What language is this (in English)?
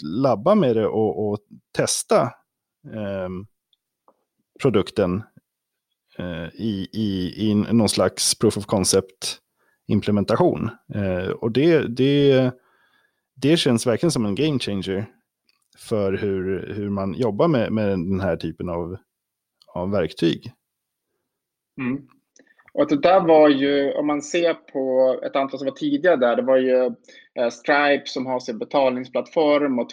Swedish